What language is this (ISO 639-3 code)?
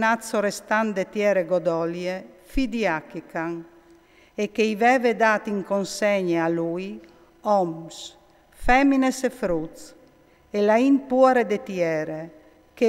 fur